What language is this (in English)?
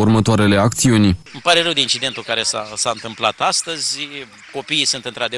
Romanian